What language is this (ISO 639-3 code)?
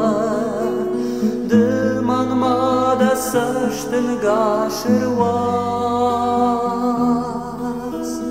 oss